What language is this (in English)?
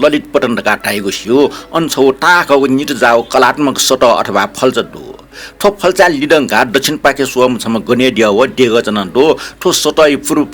Newari